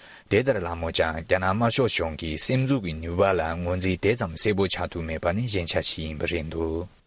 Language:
Tibetan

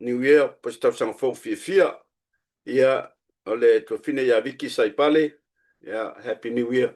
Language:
Samoan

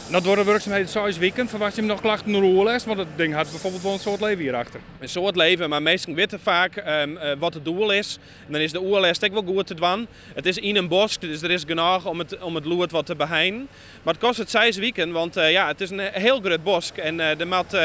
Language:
Western Frisian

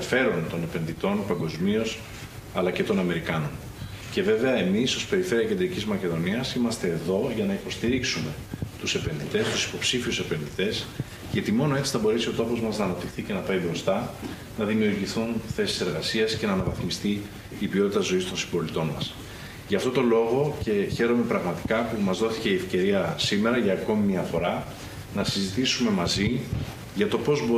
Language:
Greek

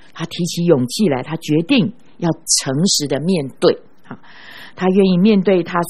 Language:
Chinese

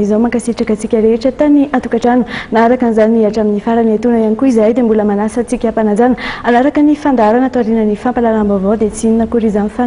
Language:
Malagasy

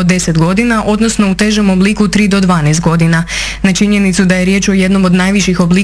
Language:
Croatian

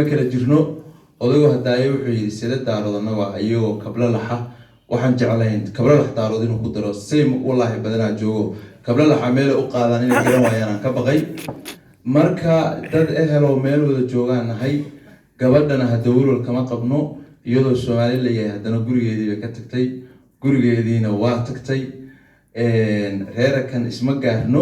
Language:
Somali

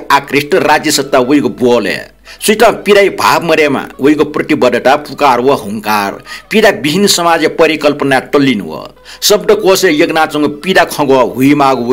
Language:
Newari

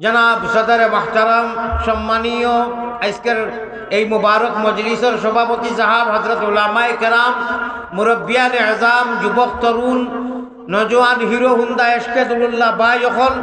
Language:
Sylheti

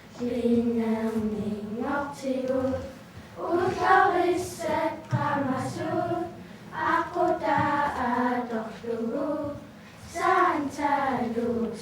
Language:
Kalaallisut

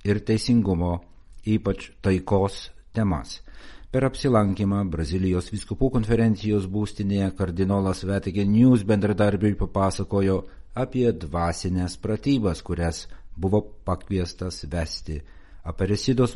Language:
Lithuanian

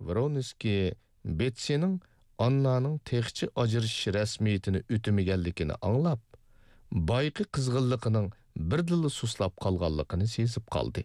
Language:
Uyghur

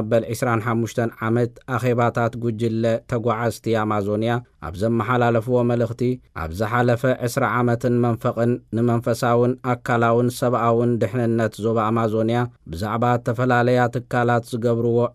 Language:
Tigrinya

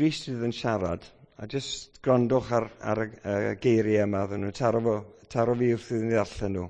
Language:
Welsh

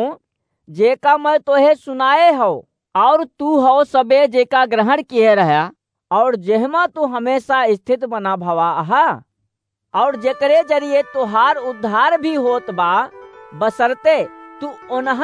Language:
Awadhi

